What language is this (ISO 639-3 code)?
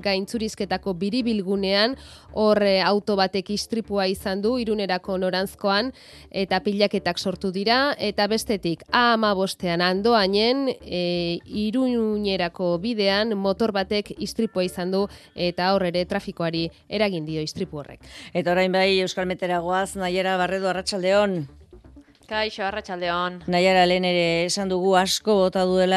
eus